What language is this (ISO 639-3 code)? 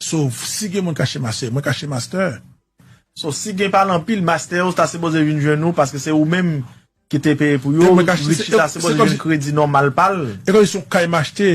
hat